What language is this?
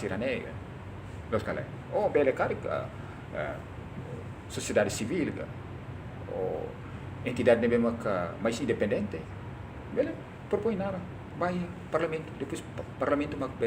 Tetum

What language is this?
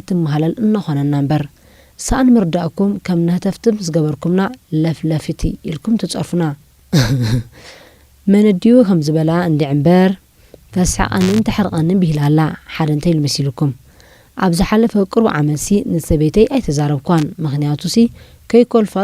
Tigrinya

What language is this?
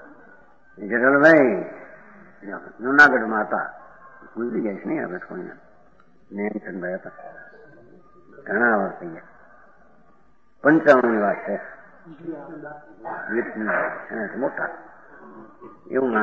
Gujarati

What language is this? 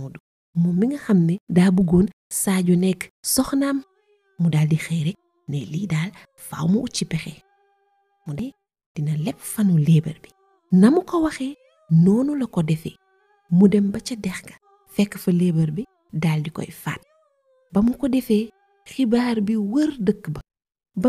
Wolof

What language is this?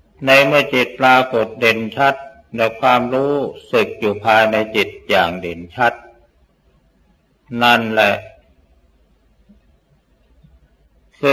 Thai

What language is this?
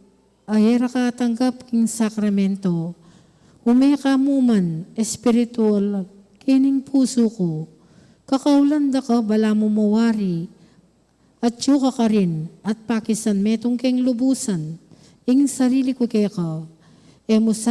Pampanga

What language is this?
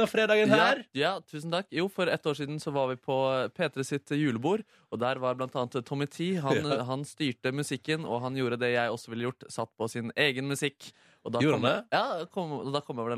Norwegian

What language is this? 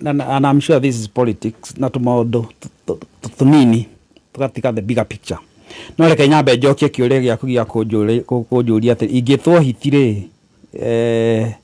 Kikuyu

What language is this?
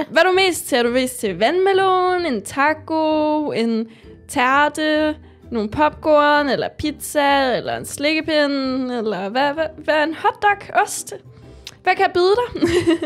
Danish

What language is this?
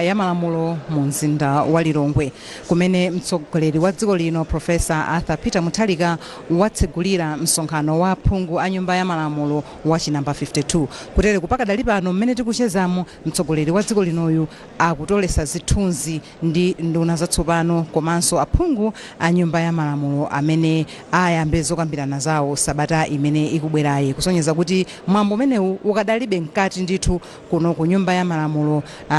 Nyanja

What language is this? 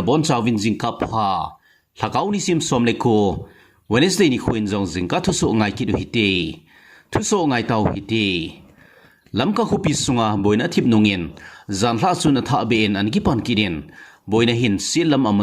Thado Chin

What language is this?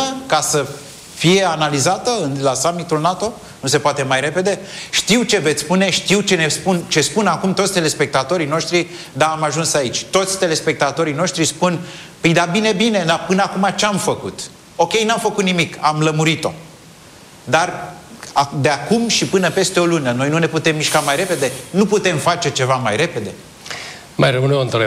Romanian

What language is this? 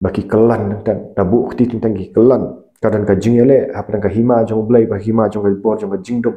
Khasi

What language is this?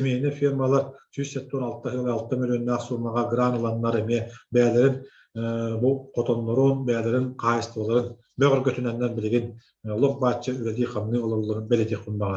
Yakut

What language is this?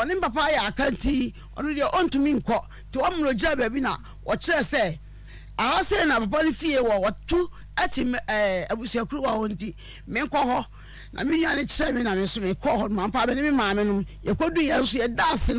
Akan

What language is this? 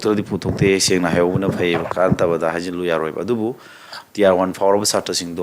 Manipuri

